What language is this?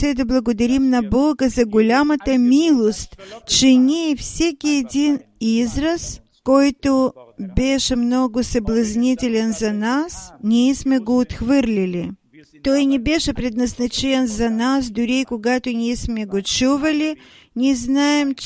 Bulgarian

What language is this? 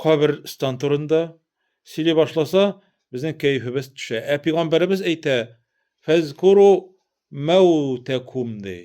Tatar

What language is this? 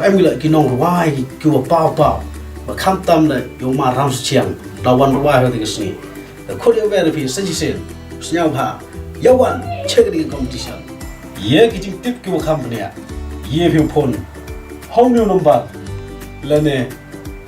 Khasi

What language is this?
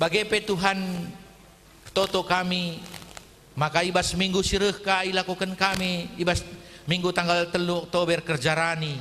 Batak Karo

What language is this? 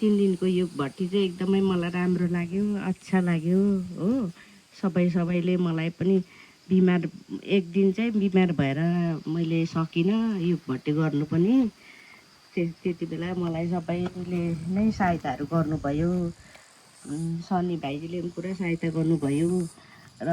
Nepali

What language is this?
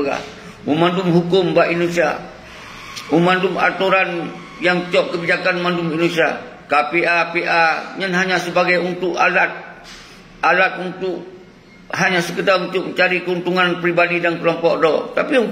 Achinese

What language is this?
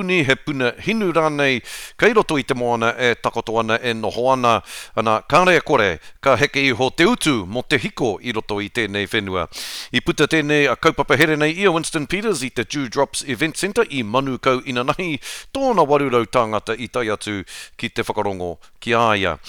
Māori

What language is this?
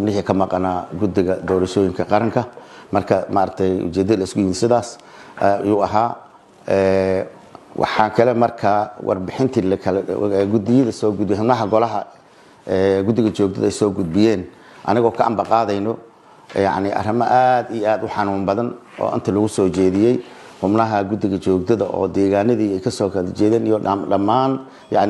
Somali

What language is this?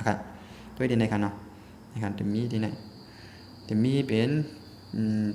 Shan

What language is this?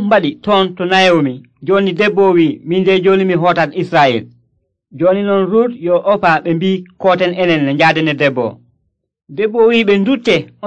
Nigerian Fulfulde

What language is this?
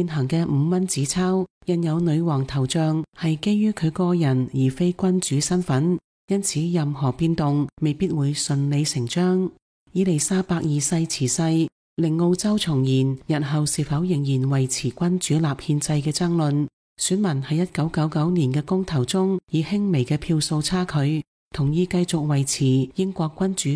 Cantonese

